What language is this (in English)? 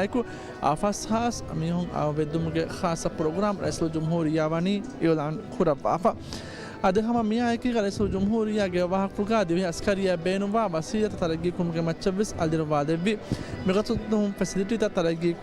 Divehi